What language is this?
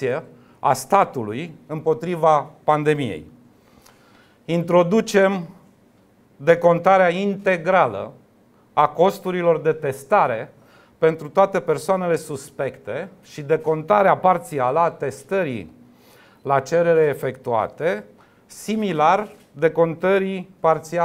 Romanian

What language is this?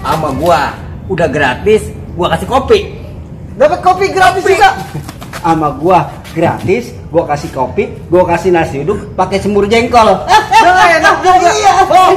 Betawi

